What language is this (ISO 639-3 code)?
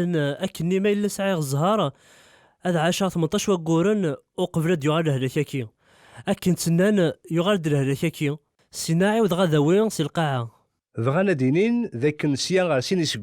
kab